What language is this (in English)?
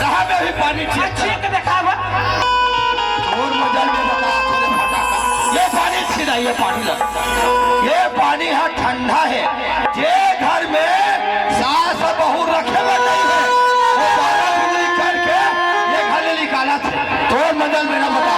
Chhattisgarhi